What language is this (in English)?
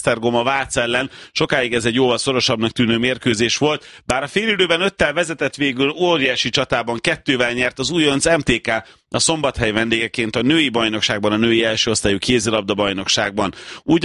Hungarian